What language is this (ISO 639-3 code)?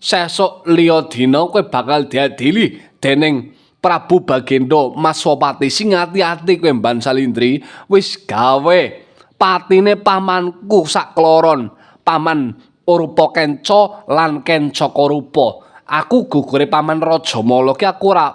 jav